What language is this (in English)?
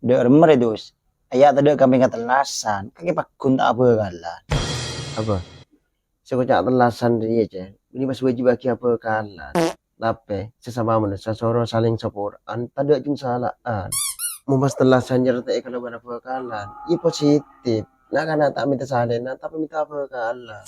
Madurese